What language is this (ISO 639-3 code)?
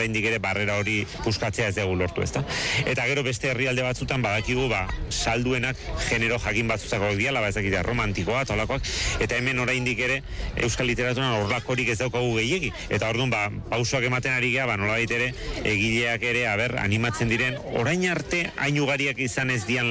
eus